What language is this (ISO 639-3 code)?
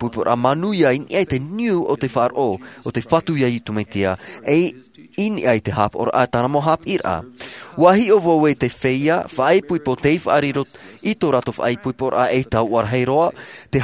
tah